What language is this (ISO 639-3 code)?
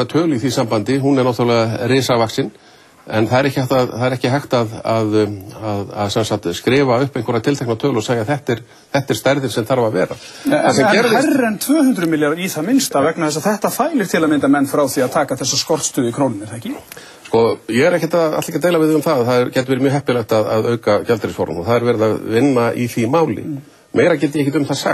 isl